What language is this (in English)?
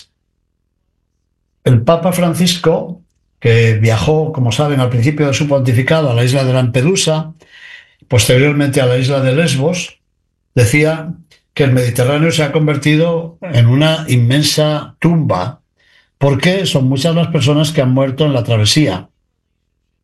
Spanish